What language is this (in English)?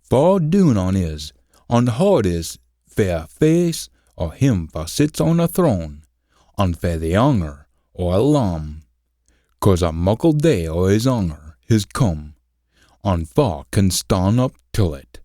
Scots